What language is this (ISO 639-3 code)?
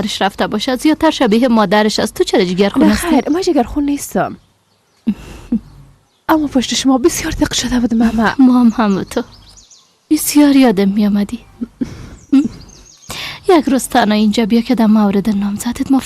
fas